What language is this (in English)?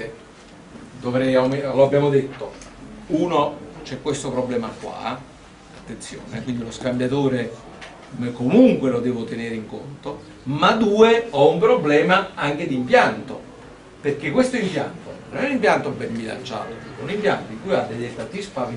Italian